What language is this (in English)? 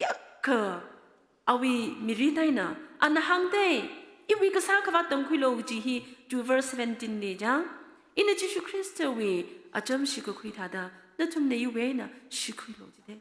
Tangkhul Naga (India)